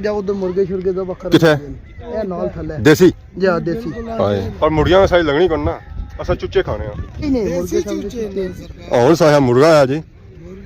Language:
Pahari-Potwari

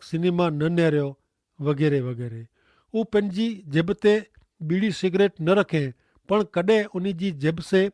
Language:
Kachhi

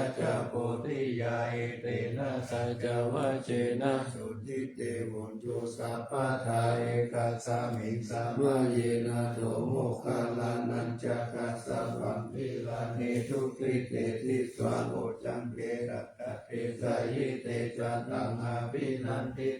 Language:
Pali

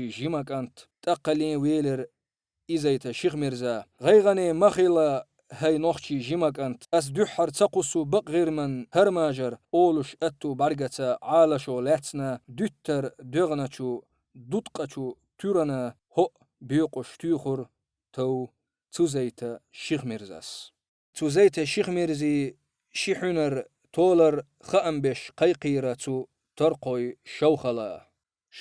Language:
Chechen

